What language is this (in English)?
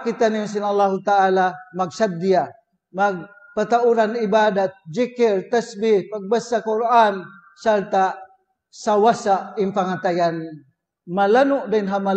Tausug